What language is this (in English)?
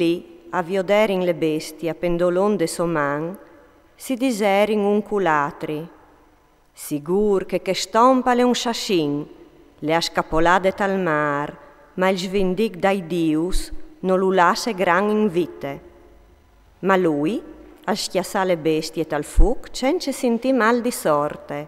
Friulian